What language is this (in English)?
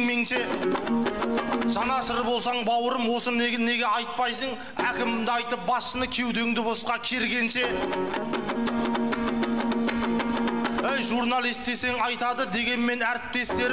Kazakh